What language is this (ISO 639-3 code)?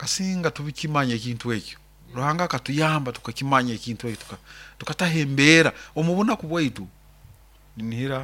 nyo